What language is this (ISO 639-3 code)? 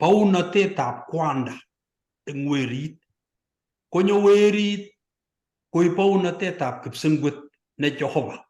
kln